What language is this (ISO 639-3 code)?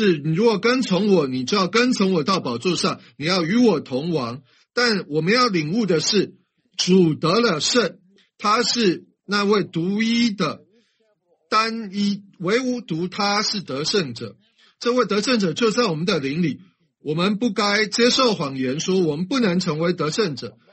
zho